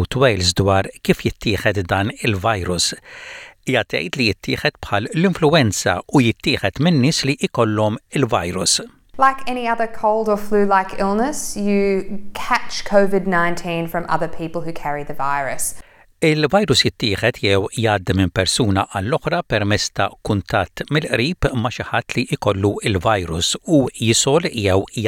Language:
Maltese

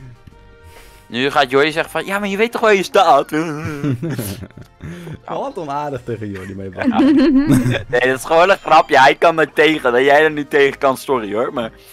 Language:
Dutch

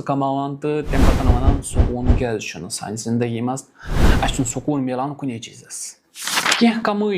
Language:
Kashmiri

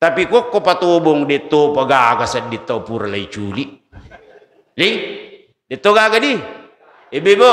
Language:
Buginese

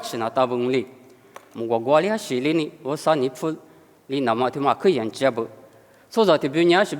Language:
Lisu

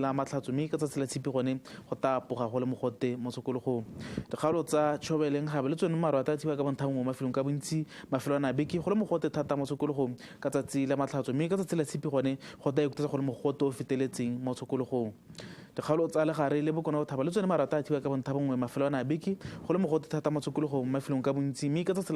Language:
Tswana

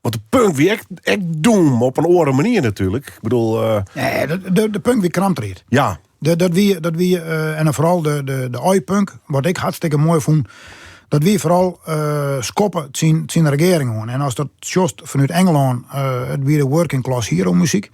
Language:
Western Frisian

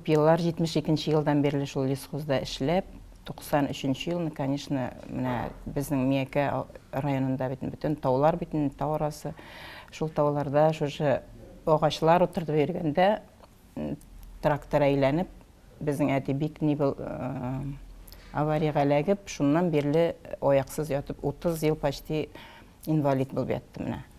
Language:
Tatar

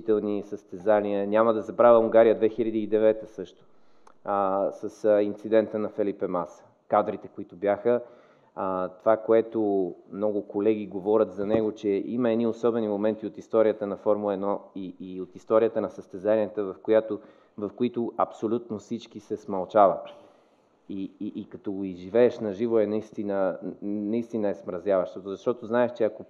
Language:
Bulgarian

